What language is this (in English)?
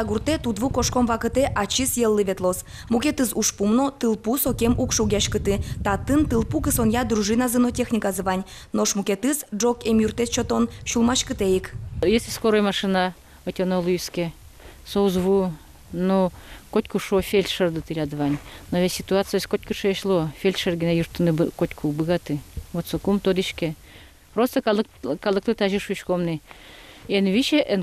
Udmurt